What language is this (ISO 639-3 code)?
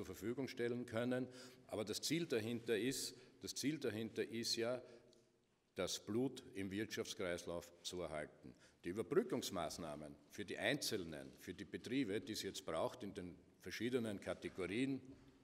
deu